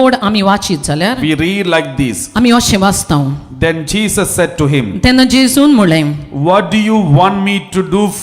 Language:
Konkani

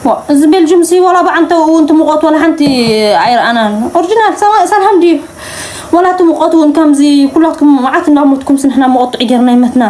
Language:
Tigrinya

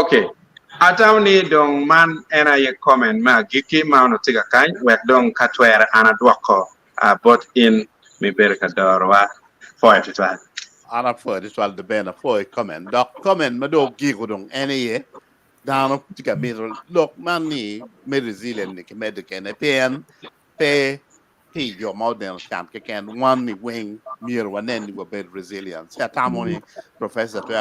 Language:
Acoli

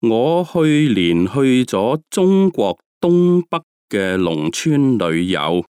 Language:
Cantonese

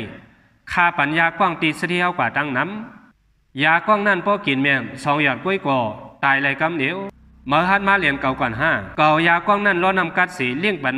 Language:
Shan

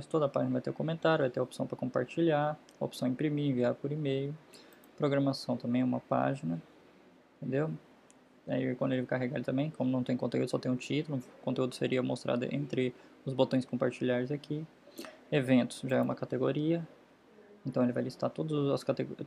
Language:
Portuguese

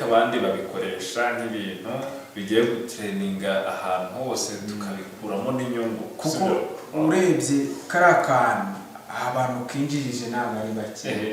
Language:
Kinyarwanda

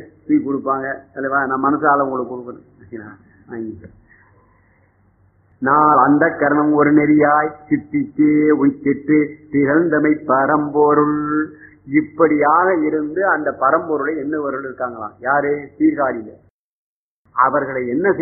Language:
Tamil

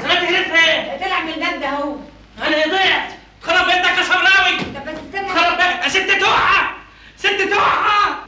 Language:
Egyptian Arabic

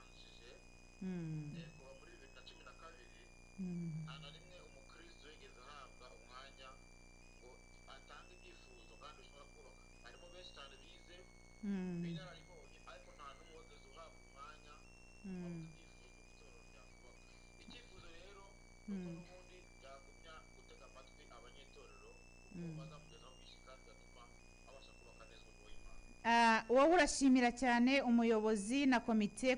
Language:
Kinyarwanda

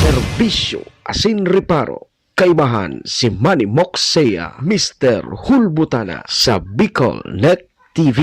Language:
Bikol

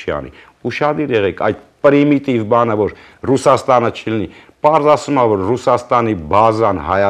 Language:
Armenian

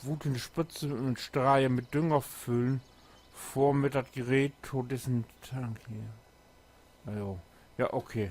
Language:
Low German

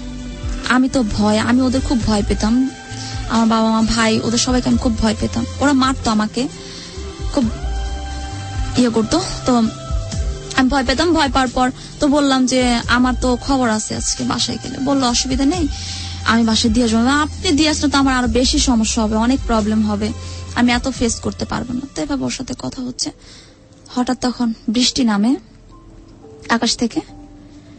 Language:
Bangla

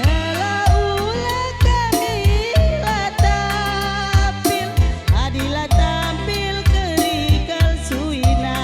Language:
Batak Karo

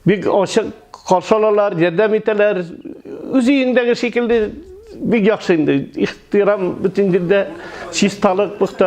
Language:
Tatar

